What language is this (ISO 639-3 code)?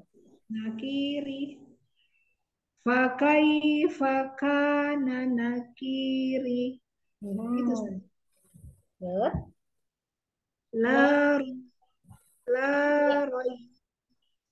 ind